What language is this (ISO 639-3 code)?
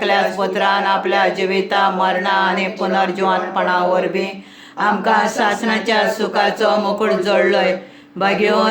kok